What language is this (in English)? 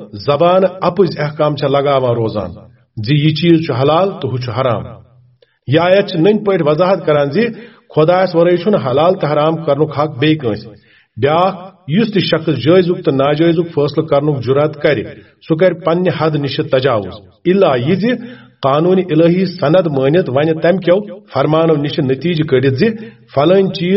Kashmiri